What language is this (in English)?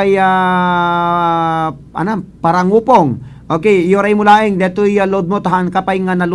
Iloko